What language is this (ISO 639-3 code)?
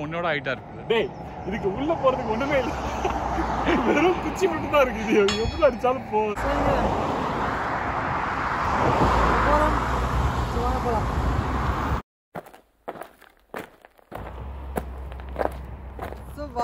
tam